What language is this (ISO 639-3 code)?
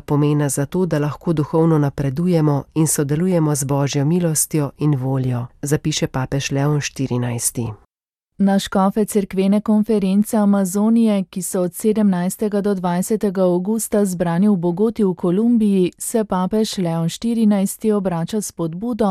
slv